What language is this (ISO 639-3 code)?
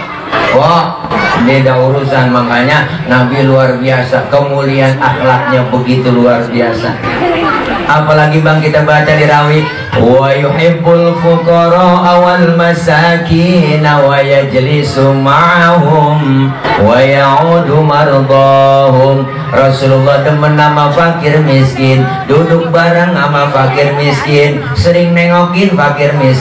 bew